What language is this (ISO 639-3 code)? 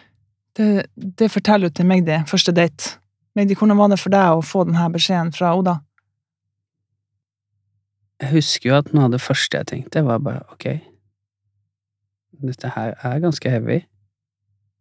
nor